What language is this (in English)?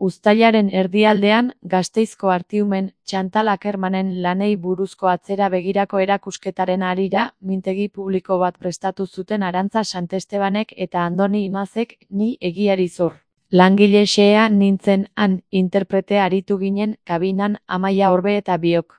Basque